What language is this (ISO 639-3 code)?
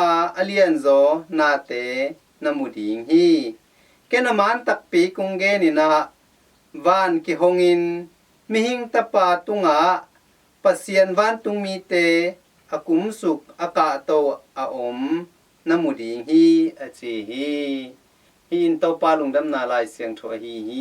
ctd